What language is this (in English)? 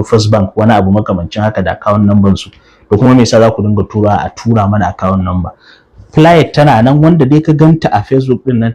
Hausa